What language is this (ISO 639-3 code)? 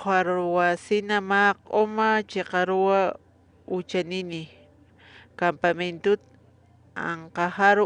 aym